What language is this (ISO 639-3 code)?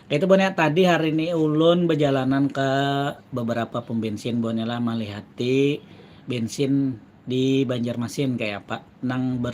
bjn